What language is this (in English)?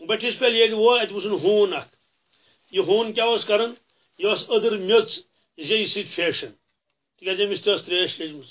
Kashmiri